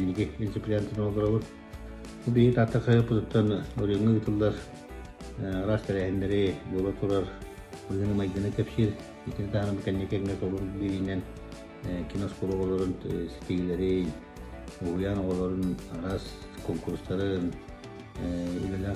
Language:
Yakut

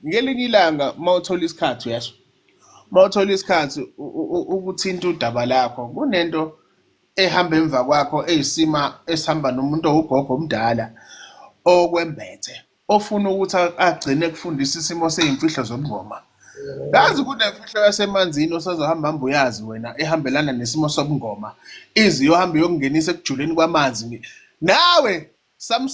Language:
Zulu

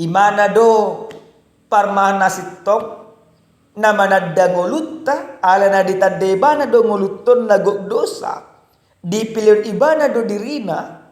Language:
Batak Toba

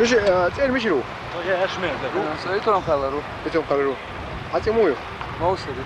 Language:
Chechen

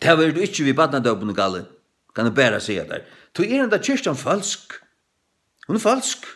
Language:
Faroese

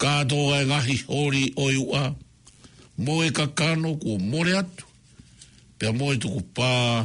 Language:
Tongan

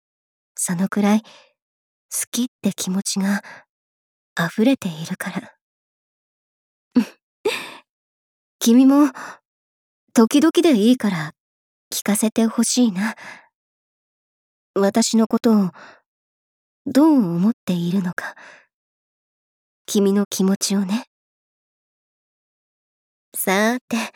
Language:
Japanese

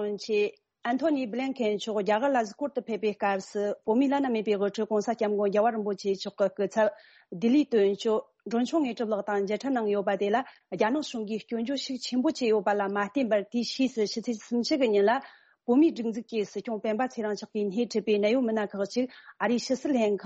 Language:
Tibetan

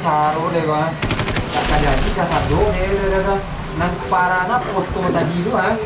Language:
Minangkabau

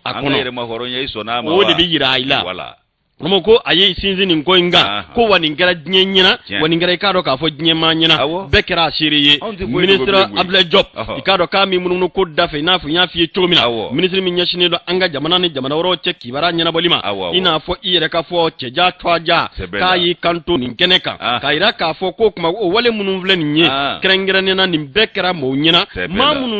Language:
Bambara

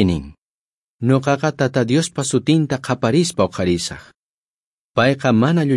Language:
South Bolivian Quechua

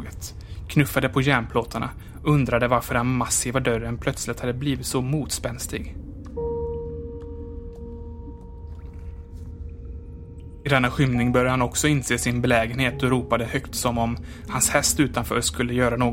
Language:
Swedish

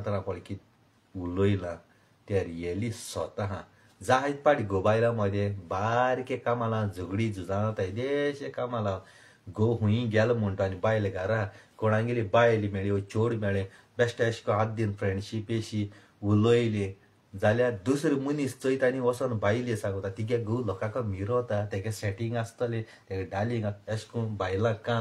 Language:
Konkani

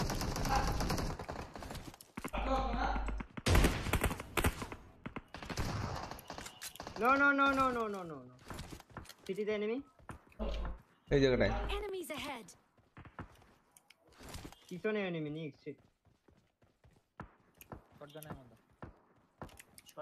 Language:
Bangla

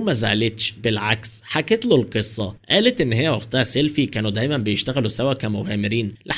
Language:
Egyptian Arabic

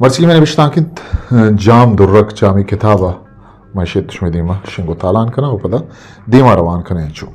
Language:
Eastern Balochi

